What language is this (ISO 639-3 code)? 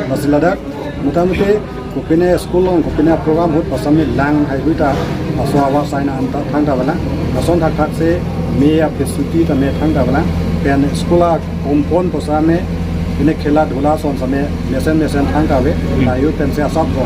mjw